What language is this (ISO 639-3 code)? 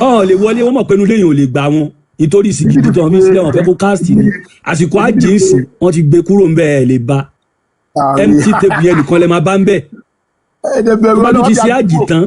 yor